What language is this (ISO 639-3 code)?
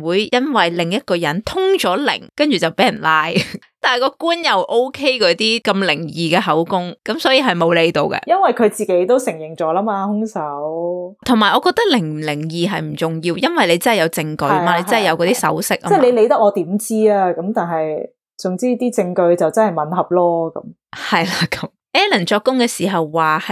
yue